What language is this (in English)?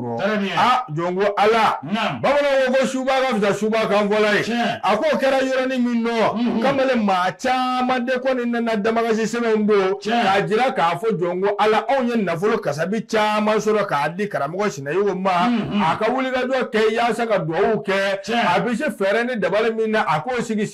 Bambara